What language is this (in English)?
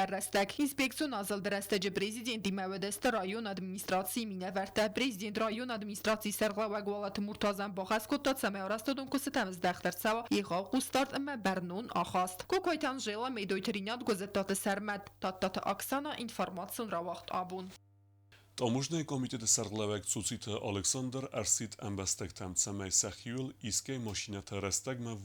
Ossetic